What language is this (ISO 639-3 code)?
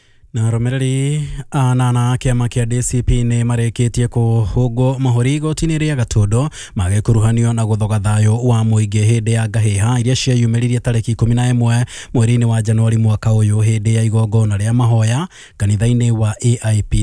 kik